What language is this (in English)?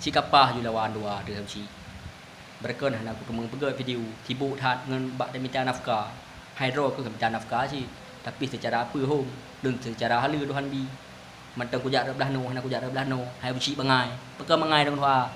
Achinese